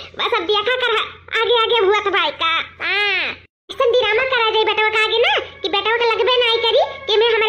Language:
Awadhi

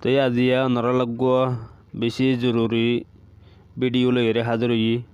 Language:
Rohingya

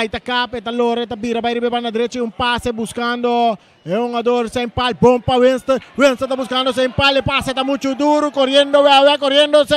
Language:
Papiamento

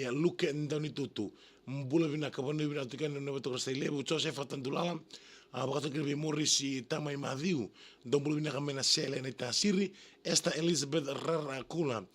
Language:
Fijian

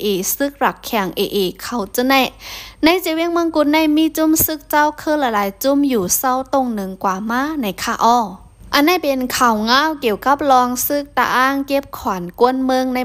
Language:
Shan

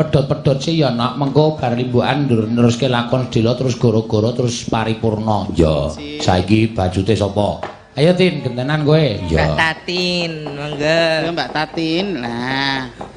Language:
Javanese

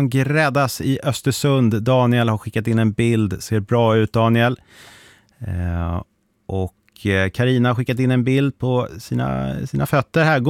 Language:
Swedish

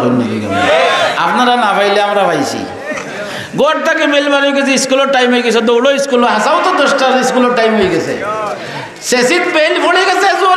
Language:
Sylheti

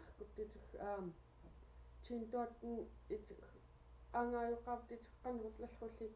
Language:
Central Yupik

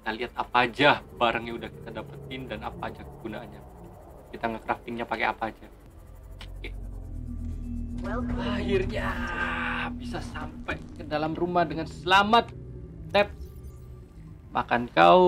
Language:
Indonesian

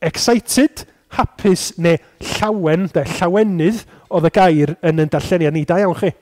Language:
Welsh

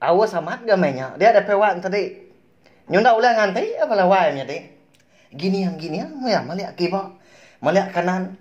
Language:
Iban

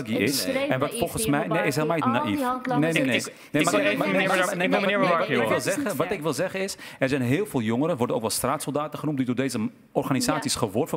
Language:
Dutch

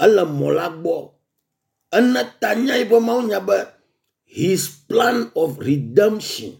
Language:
Ewe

